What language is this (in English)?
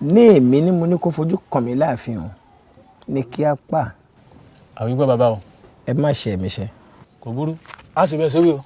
Yoruba